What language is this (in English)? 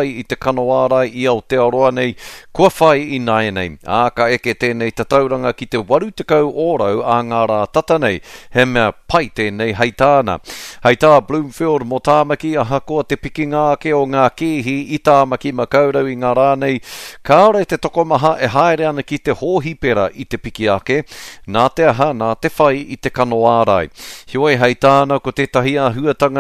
Māori